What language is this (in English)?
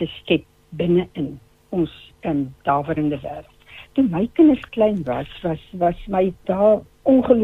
Afrikaans